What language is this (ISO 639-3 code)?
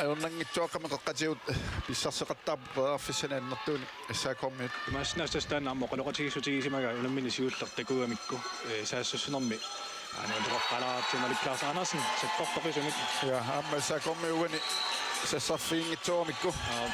kal